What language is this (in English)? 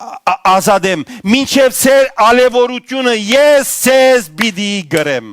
Western Armenian